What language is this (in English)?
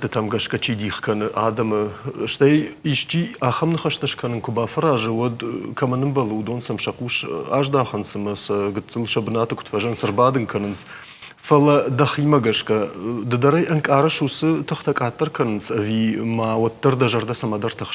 Ossetic